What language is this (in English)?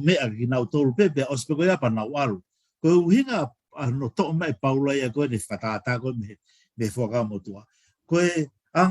Tongan